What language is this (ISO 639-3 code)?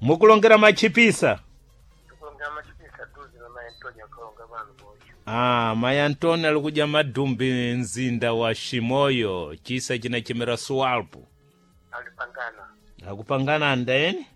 seh